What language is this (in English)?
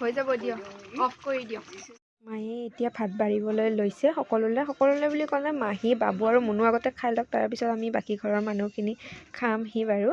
Assamese